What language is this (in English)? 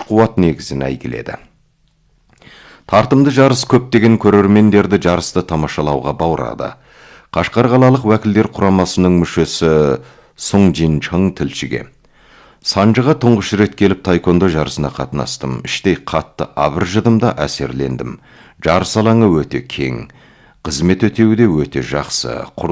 Kazakh